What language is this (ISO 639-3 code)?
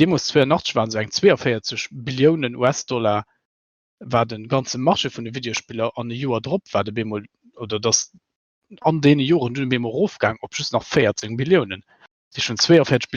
ltz